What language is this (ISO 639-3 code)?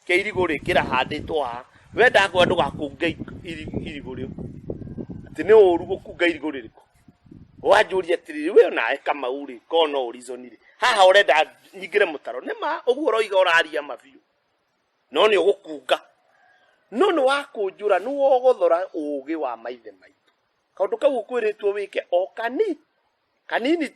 kik